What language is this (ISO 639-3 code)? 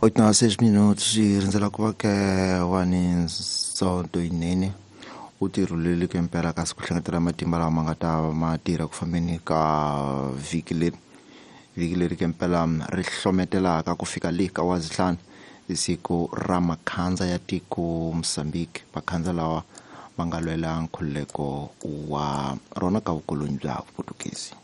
tso